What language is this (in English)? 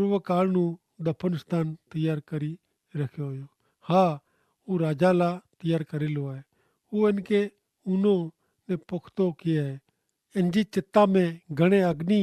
Kachhi